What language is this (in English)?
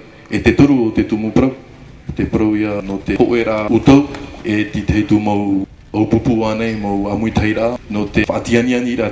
Tahitian